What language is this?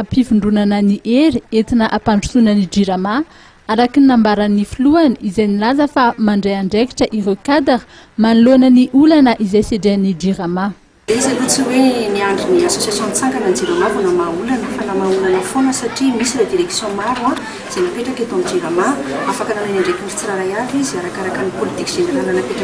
Malagasy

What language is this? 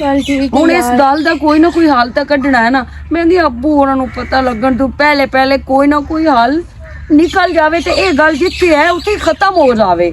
Western Panjabi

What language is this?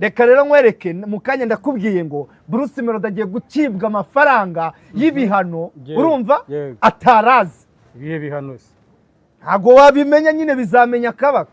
Kinyarwanda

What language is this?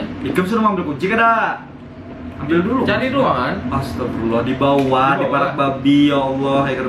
Banjar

